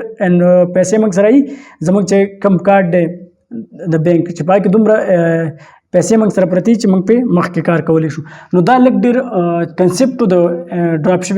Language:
Pashto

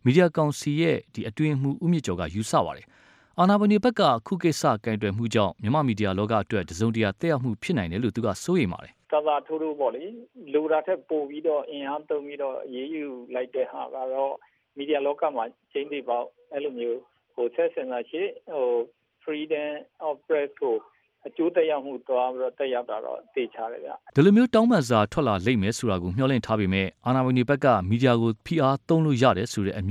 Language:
Burmese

